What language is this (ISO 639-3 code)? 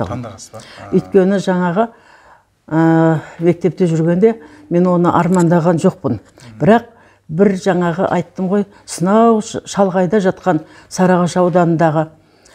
kaz